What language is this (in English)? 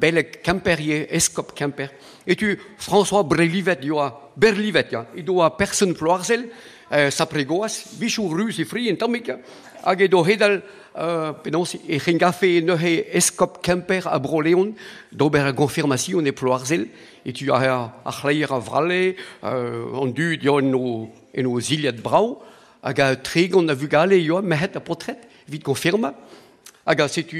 Breton